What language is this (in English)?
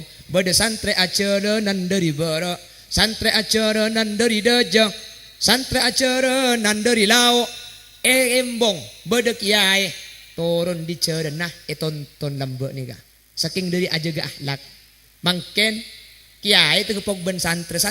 Madurese